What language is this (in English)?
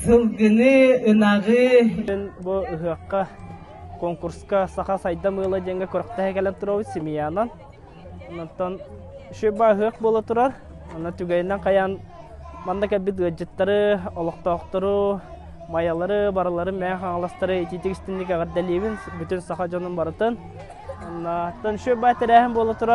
Yakut